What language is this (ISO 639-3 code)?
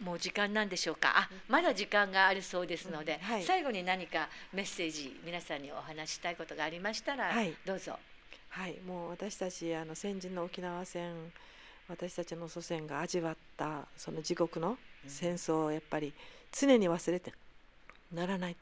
jpn